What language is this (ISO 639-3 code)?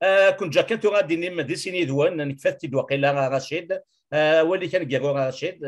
kab